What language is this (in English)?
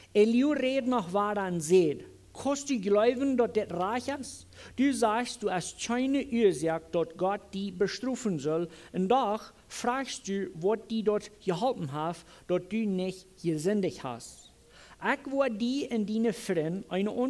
Plautdietsch